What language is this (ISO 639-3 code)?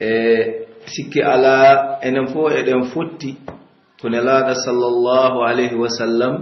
fuf